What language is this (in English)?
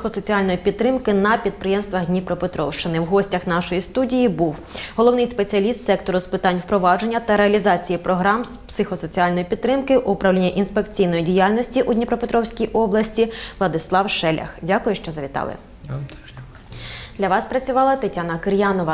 Ukrainian